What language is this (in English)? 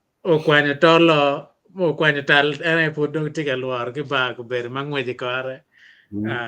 Acoli